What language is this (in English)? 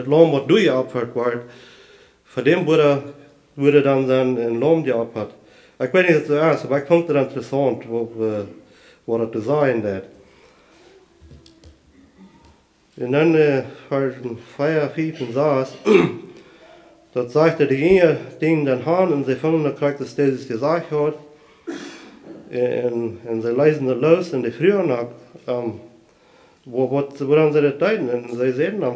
German